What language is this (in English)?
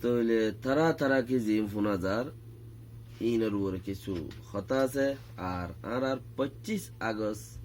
Rohingya